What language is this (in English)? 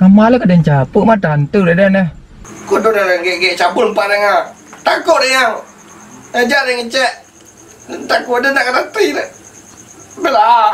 Minangkabau